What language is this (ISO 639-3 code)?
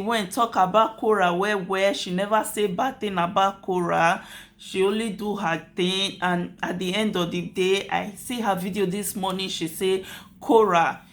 pcm